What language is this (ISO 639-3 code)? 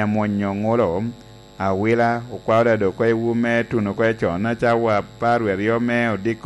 laj